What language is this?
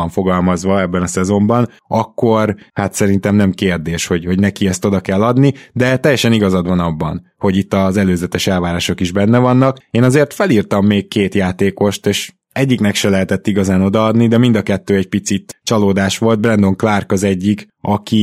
Hungarian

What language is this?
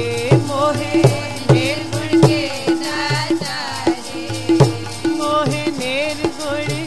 Hindi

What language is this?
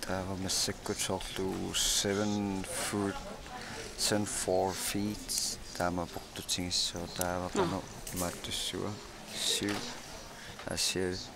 Kalaallisut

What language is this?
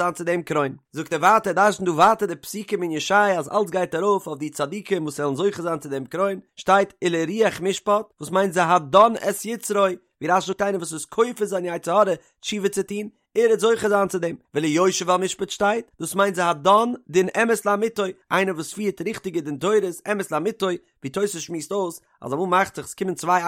Yiddish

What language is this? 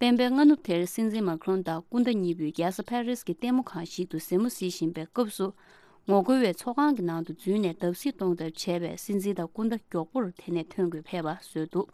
Tibetan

